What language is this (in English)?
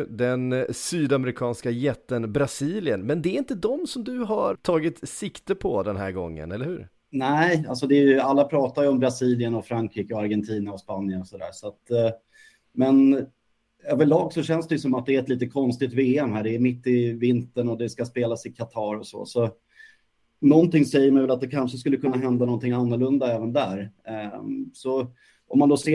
Swedish